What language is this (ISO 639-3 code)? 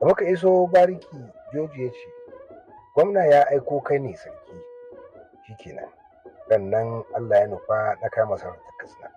hau